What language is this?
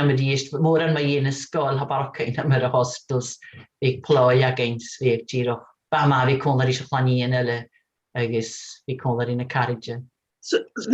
Scottish Gaelic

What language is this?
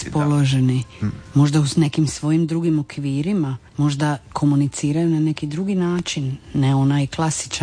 Croatian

